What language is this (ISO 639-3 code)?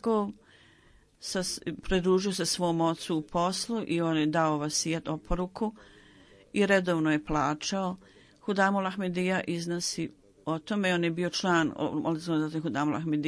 bos